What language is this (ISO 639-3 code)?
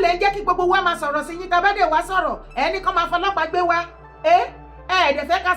yor